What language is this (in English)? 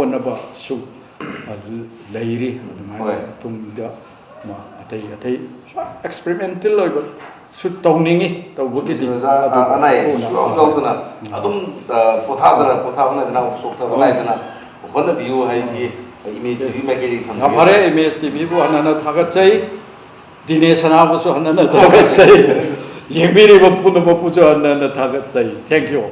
Manipuri